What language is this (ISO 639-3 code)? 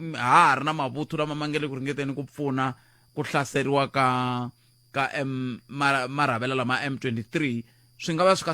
tso